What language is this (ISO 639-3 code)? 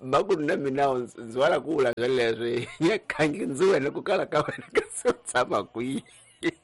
tso